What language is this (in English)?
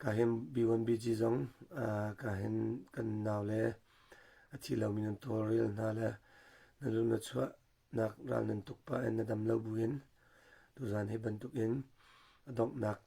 Hakha Chin